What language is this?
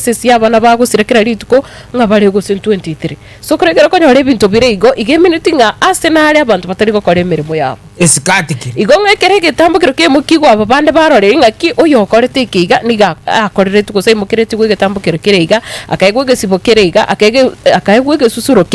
Gusii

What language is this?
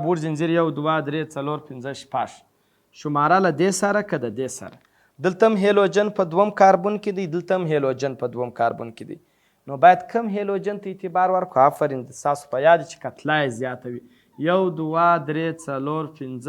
Pashto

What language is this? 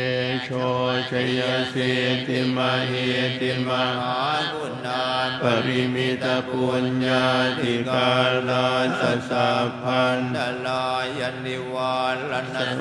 Pali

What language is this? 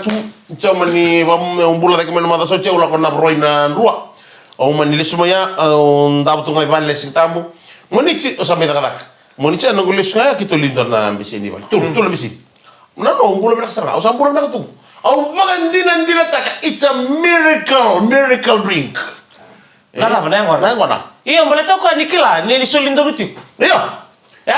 Fijian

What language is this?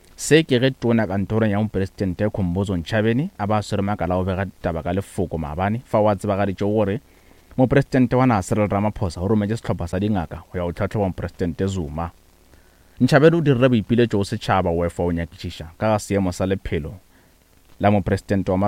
Northern Sotho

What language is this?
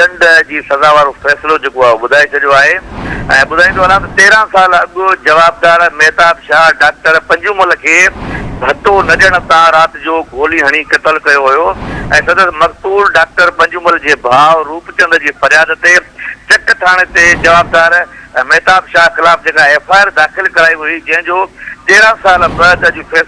Sindhi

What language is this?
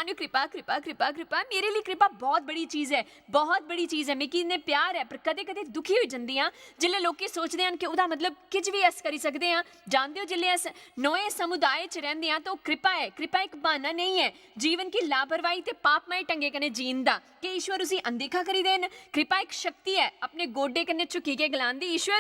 Dogri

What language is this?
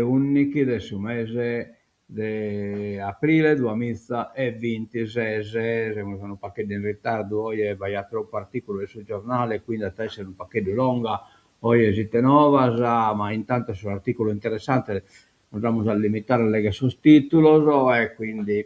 Sardinian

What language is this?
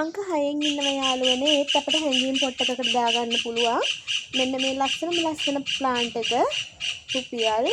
Sinhala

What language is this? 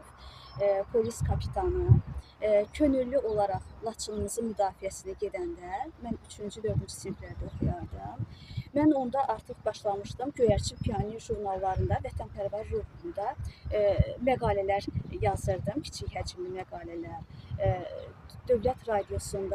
Azerbaijani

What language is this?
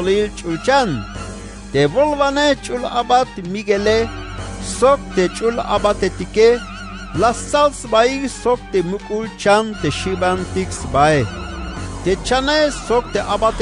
Tzeltal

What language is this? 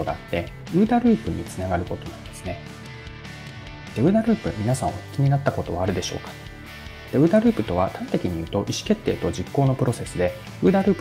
Japanese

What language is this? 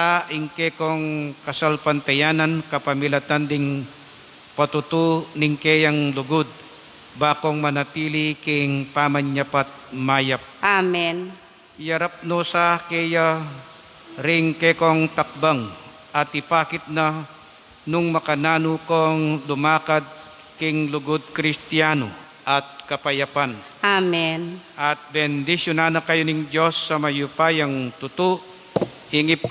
Pampanga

